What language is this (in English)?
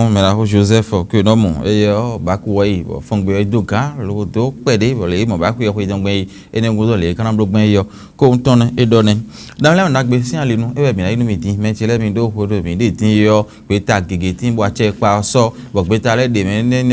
Fon